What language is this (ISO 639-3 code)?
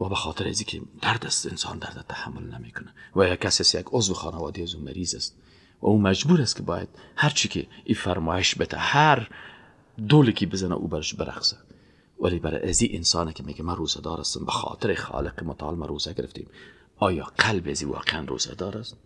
fas